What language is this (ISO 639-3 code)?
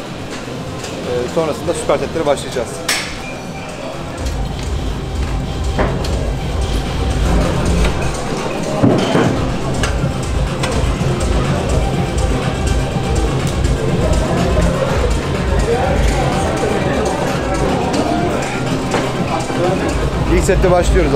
tur